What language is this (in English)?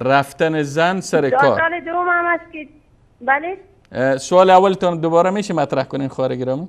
Persian